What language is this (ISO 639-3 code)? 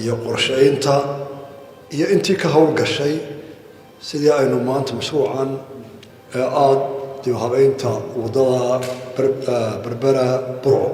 som